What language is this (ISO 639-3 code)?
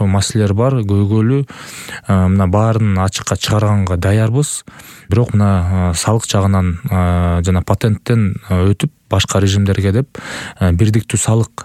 kir